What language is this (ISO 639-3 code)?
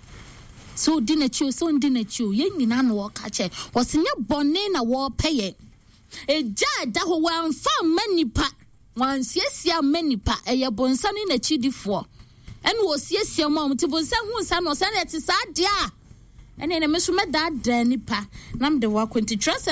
aka